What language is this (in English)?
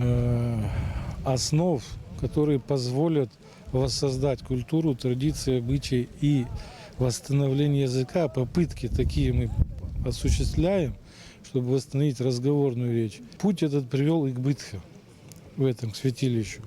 Abkhazian